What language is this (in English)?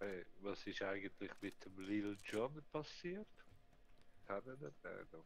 Swiss German